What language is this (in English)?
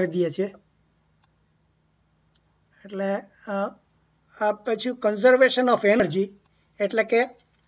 Gujarati